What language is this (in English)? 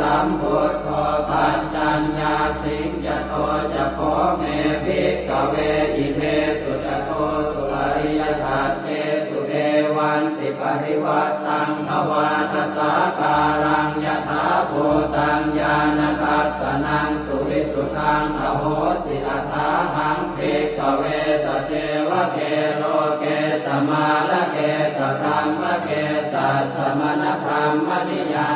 Pali